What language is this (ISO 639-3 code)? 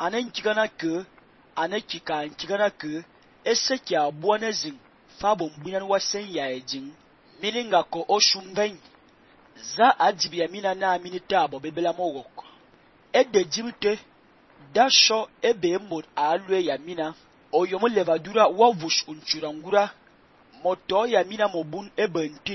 fan